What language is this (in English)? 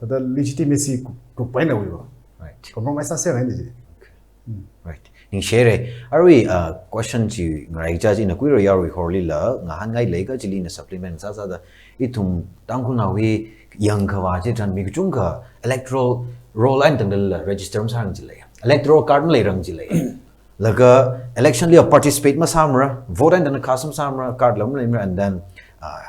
Tangkhul Naga (India)